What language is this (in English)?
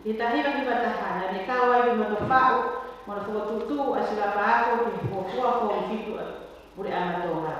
Tongan